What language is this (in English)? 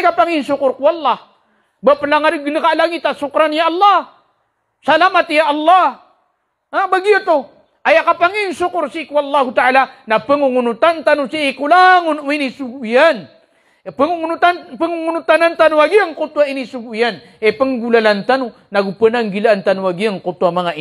Maranao